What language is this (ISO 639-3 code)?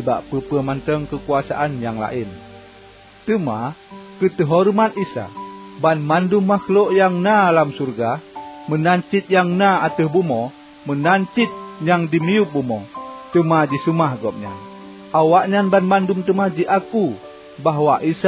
ace